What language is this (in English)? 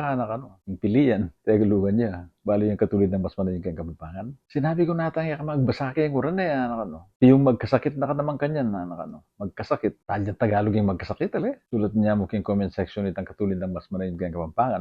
Pampanga